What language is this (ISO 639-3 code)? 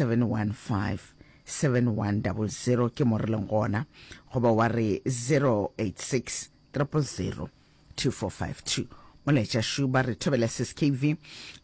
nso